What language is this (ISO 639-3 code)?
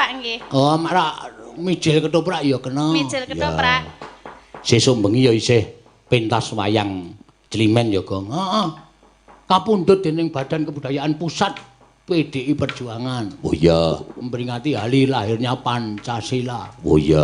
jav